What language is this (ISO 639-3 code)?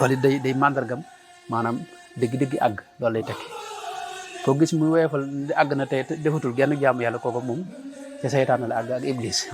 wol